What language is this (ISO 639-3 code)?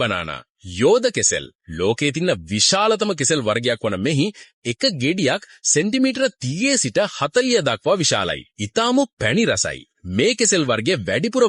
sin